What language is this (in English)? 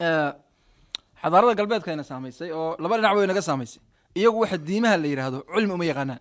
Somali